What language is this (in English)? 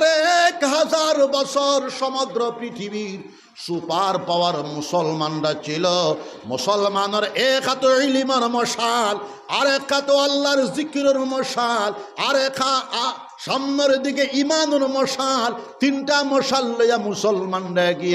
Sylheti